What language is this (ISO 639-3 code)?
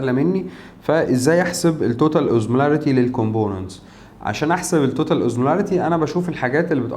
arz